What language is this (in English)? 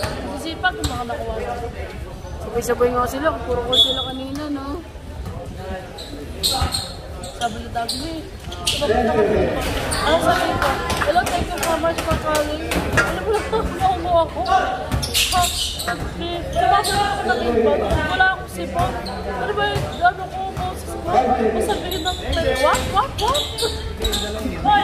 Filipino